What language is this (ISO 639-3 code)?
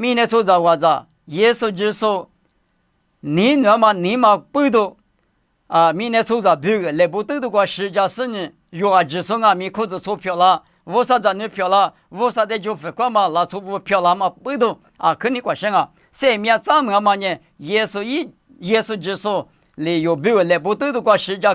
lis